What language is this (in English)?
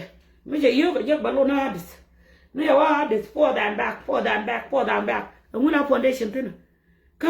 Nuer